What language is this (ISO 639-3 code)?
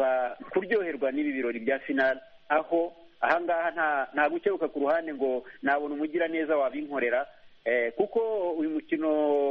kin